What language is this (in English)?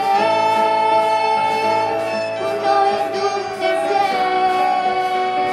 Romanian